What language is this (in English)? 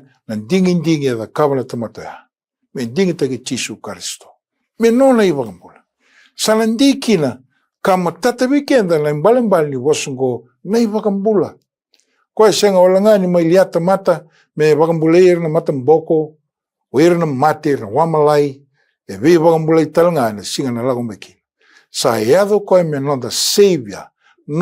Fijian